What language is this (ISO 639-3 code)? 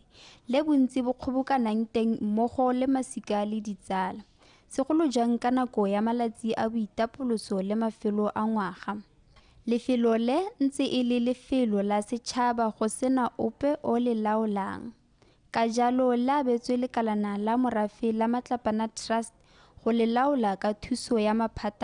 tsn